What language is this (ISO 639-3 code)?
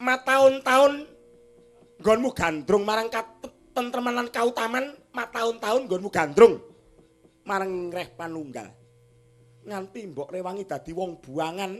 jav